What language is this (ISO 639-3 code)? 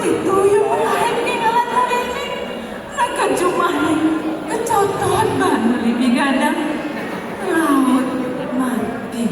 ban